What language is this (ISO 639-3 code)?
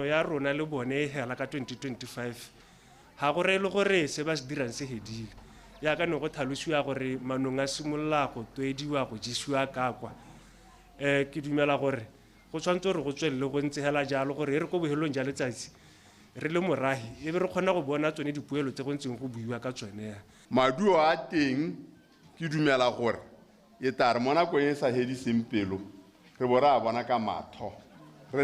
tsn